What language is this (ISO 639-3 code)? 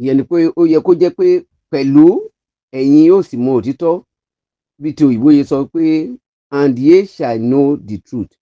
yor